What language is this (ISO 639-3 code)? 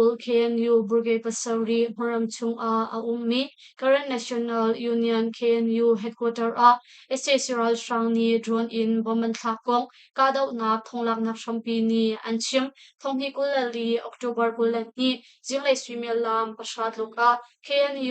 cnh